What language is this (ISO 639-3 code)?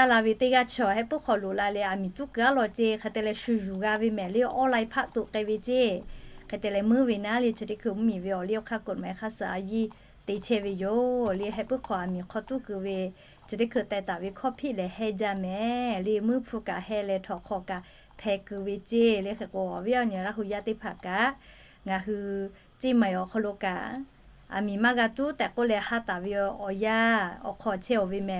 lhu